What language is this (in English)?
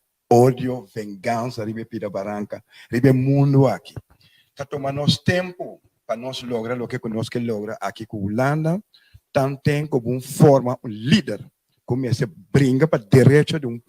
Papiamento